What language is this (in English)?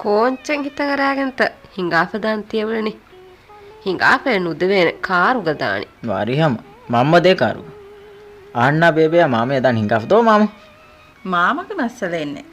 Divehi